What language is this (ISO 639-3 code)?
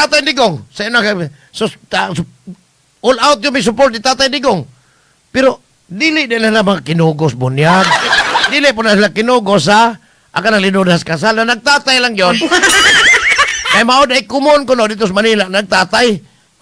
ceb